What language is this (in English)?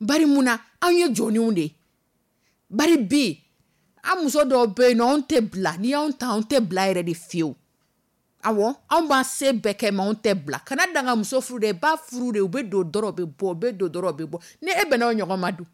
Dyula